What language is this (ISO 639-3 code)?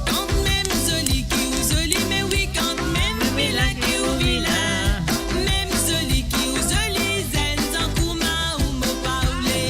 mfe